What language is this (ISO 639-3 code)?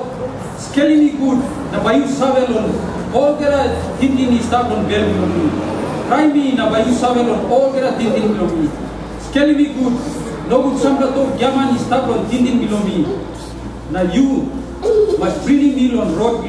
tpi